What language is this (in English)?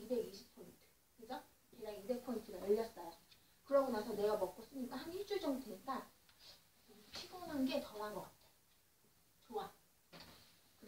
Korean